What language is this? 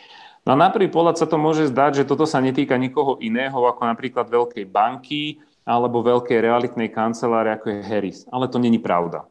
Slovak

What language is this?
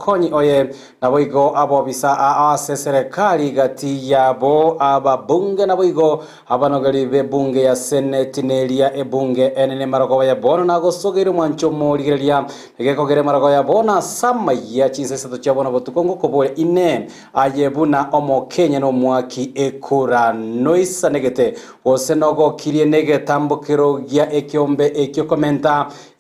Gusii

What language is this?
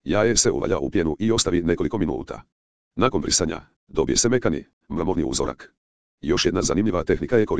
Croatian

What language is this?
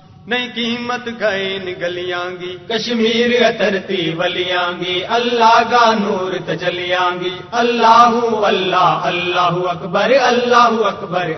Gujari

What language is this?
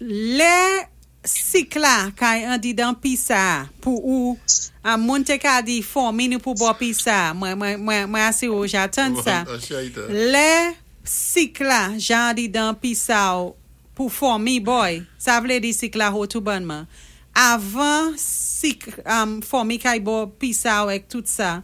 Saint Lucian Creole French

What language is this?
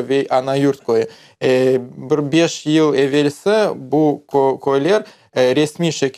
Crimean Tatar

